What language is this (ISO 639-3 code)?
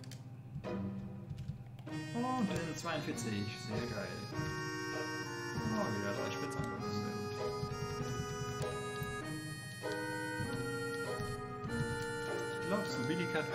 deu